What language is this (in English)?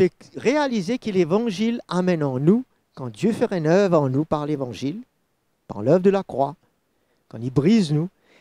Morisyen